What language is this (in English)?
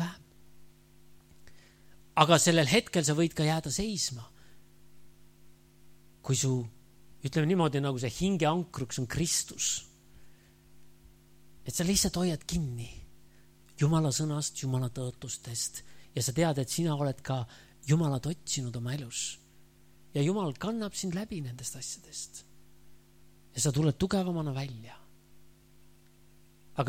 Estonian